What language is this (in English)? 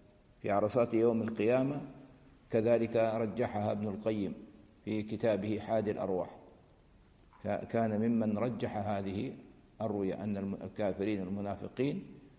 Arabic